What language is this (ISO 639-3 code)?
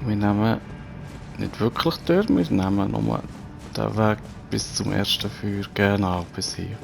gsw